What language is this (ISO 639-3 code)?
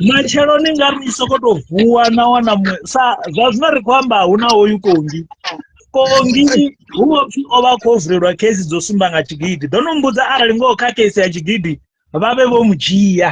ven